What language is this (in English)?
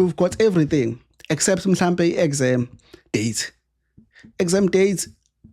Zulu